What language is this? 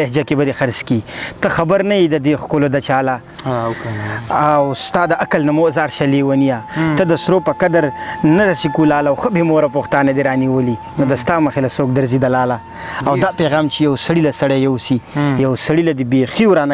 Pashto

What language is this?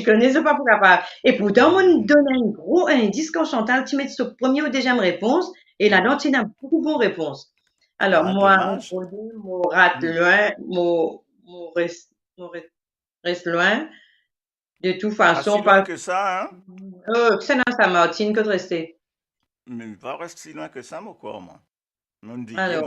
Morisyen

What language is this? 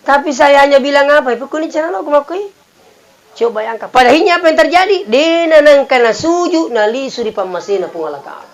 Buginese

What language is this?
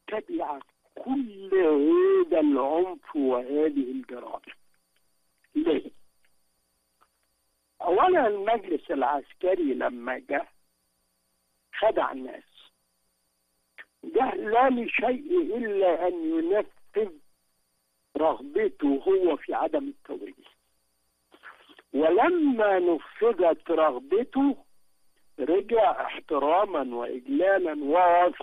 Egyptian Arabic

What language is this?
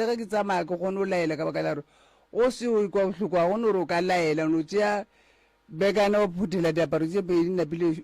Northern Sotho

